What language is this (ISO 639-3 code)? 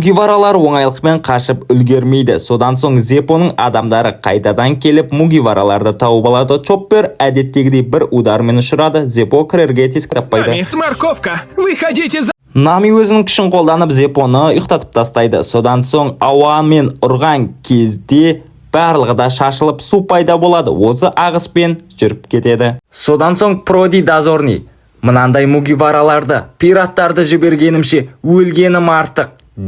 kaz